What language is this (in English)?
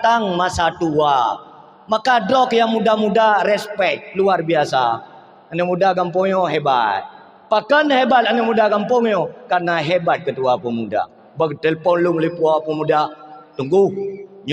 Achinese